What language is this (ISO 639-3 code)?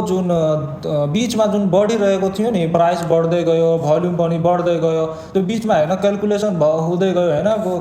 nep